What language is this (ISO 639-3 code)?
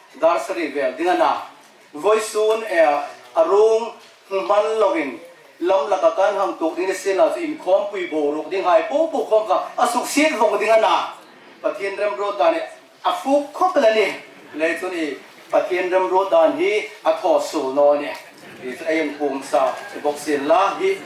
hmr